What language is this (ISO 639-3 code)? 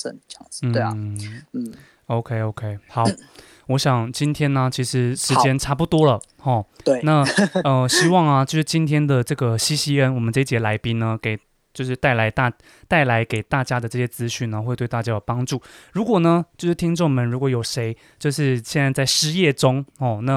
zho